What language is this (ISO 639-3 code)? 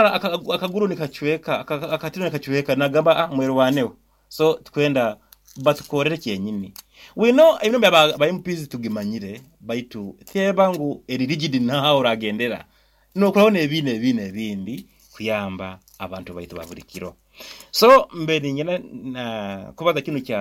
nyo